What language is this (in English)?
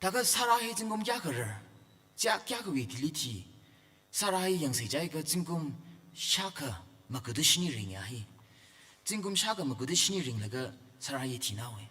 Tangkhul Naga (India)